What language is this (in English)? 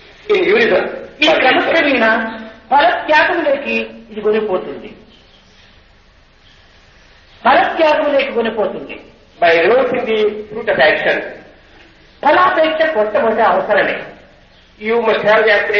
Telugu